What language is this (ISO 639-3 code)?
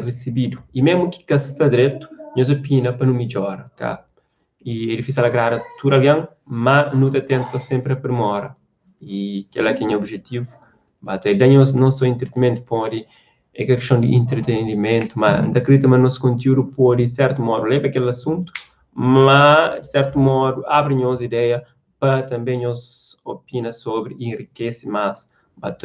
kea